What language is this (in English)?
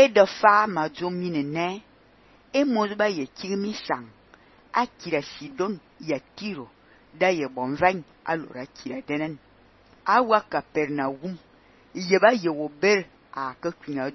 Fang